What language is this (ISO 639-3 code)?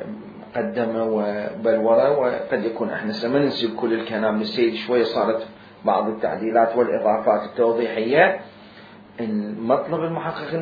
acm